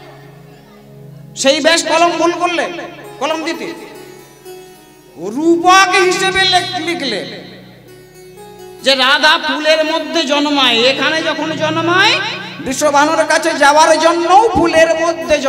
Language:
Bangla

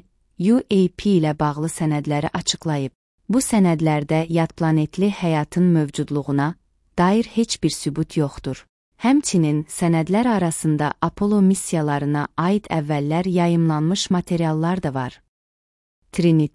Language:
Azerbaijani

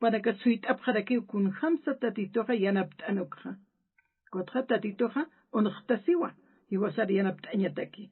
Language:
Aymara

